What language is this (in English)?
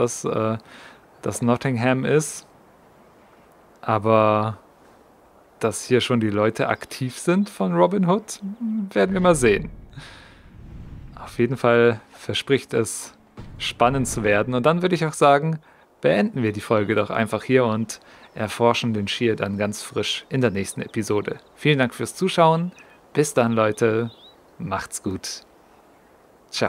German